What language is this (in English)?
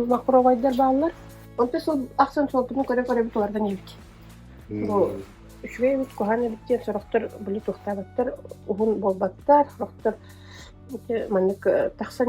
Yakut